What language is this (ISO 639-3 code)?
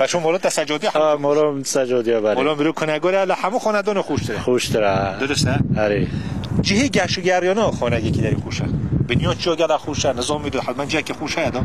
kur